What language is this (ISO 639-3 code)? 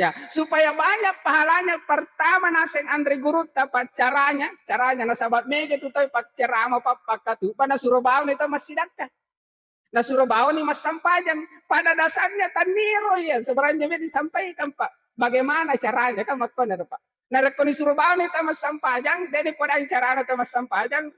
bug